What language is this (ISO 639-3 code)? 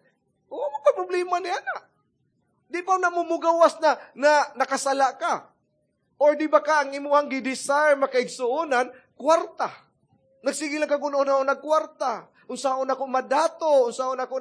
ceb